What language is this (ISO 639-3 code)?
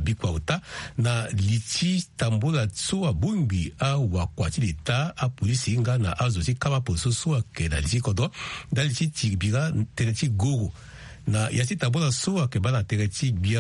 sag